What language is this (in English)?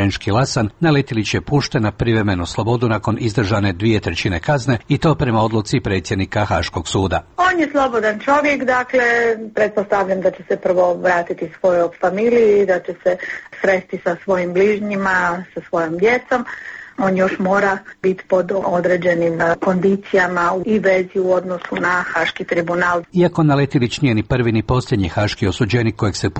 Croatian